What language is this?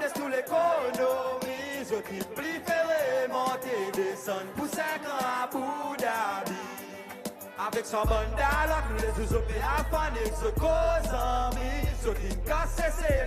Seselwa Creole French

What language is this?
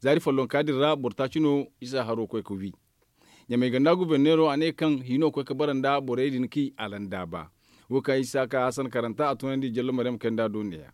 Zarma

